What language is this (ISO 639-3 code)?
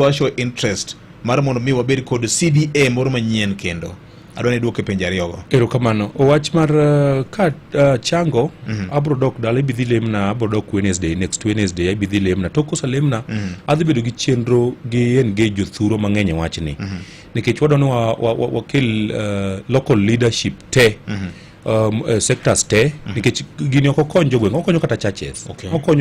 luo